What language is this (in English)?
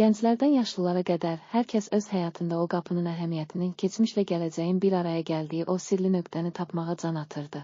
Azerbaijani